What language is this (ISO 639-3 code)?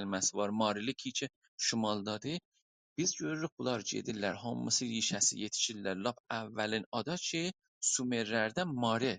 azb